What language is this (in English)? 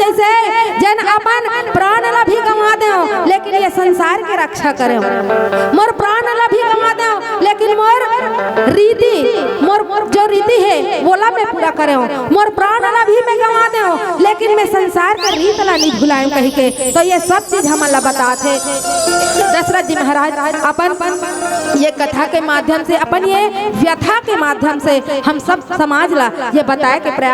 Chhattisgarhi